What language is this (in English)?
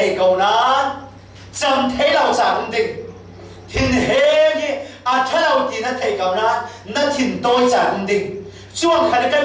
Falam Chin